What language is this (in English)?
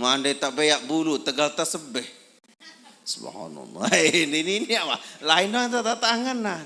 Sasak